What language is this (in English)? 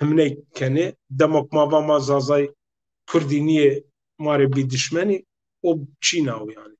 Zaza